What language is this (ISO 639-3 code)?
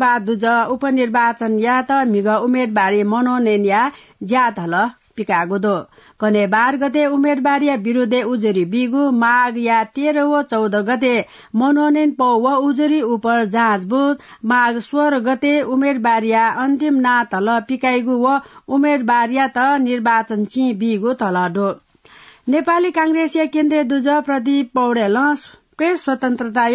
new